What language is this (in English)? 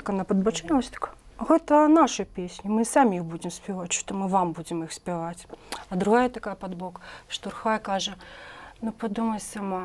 Belarusian